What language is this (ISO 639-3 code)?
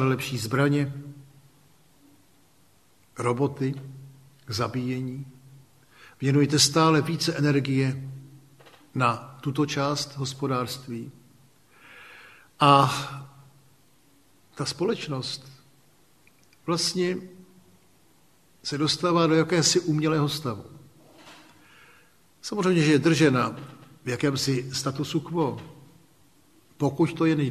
ces